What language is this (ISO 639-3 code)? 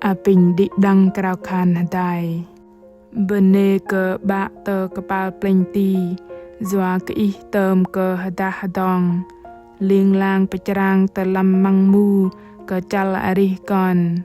bdq